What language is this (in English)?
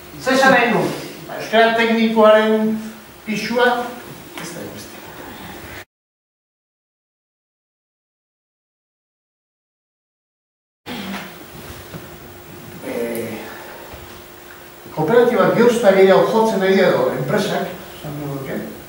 Basque